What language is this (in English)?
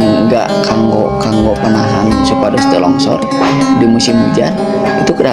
Sundanese